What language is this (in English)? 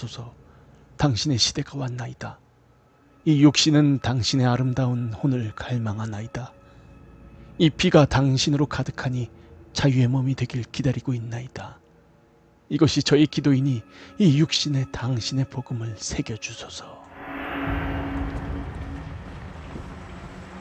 Korean